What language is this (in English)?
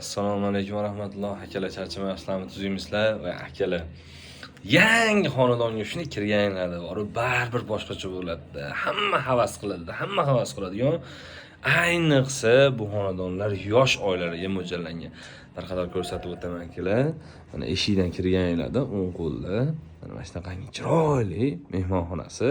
Uzbek